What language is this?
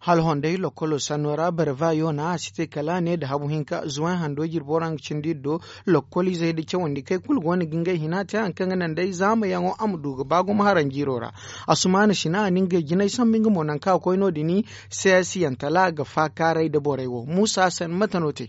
Zarma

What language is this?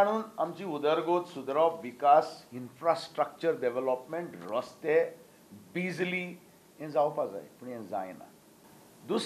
Konkani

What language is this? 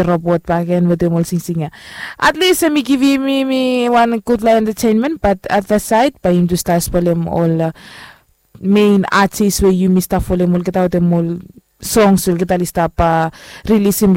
Bislama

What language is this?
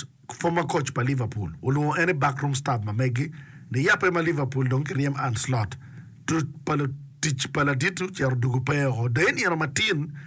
Acoli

